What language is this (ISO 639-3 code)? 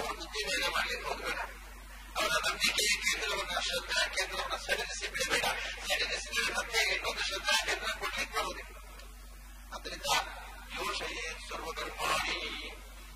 kan